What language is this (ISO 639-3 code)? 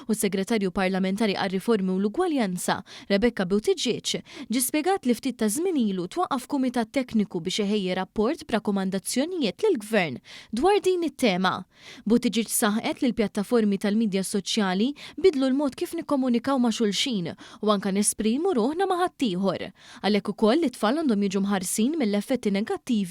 mlt